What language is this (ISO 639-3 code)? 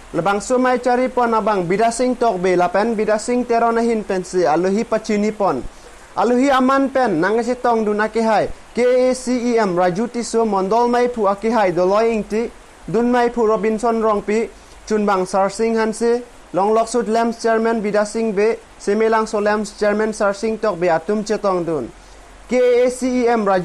mjw